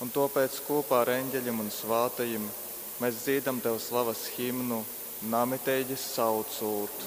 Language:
Latgalian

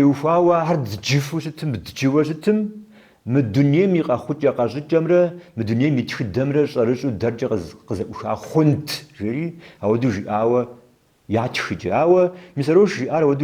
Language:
Kabardian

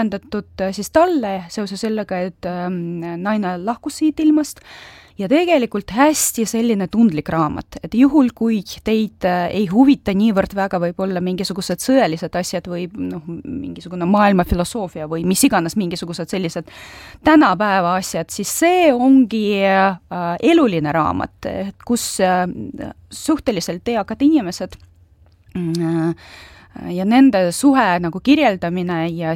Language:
Estonian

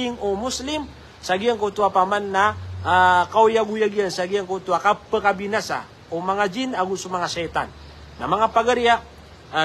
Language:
Maranao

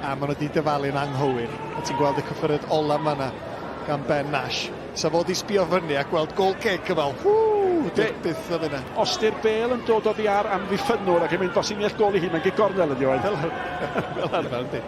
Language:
Welsh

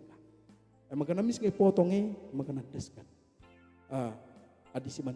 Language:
Batak Karo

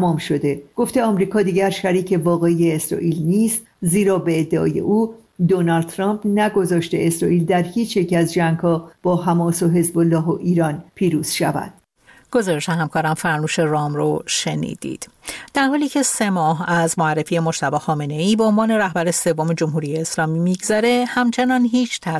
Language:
Persian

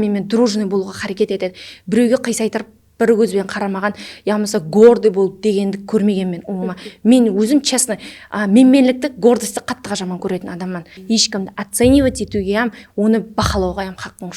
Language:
Kara-Kalpak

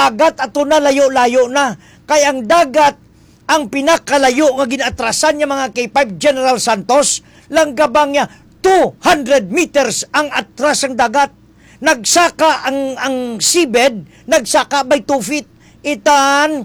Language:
Hiligaynon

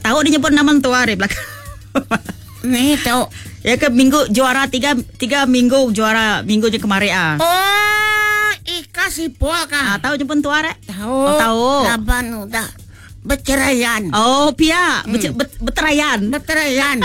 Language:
Iban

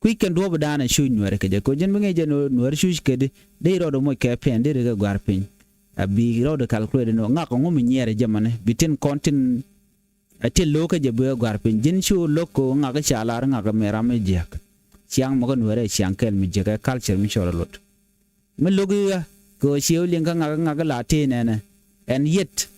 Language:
Nuer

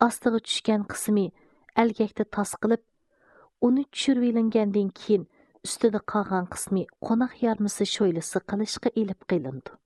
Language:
Uyghur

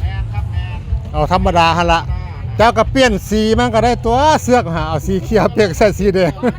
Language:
Northeastern Thai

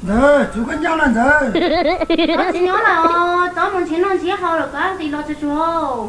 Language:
Hmong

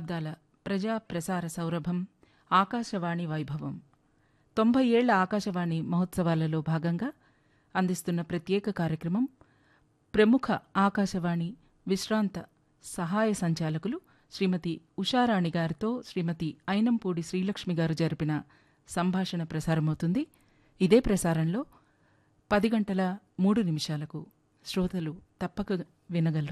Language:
Telugu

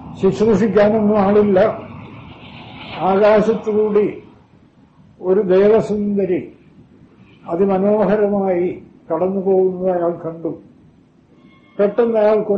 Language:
Malayalam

